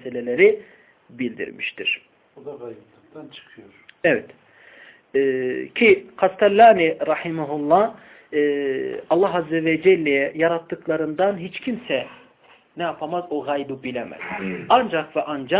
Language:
Turkish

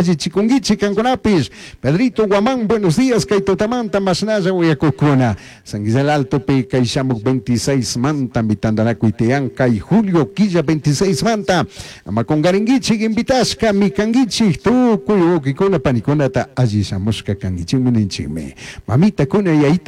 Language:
Chimborazo Highland Quichua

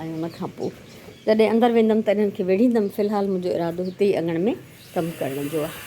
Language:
Sindhi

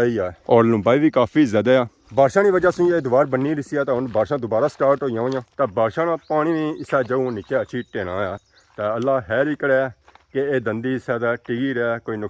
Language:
Pahari-Potwari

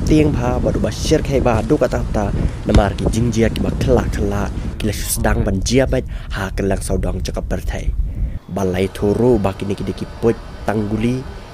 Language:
Khasi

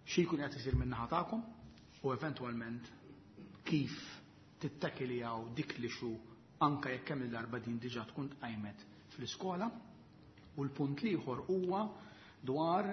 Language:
Maltese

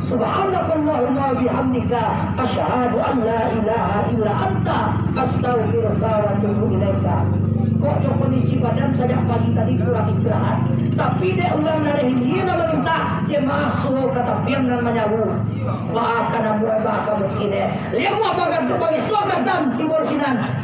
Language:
Minangkabau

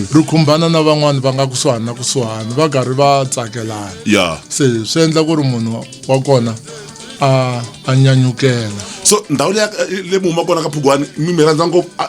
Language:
Tsonga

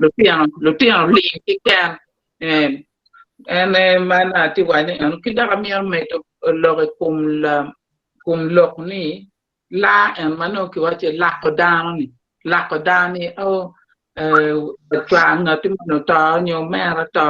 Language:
Acoli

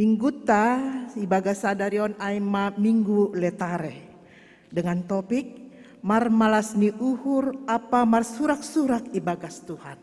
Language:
Batak Simalungun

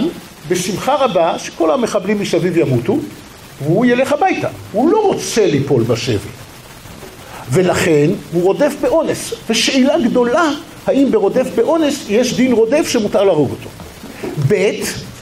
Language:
Hebrew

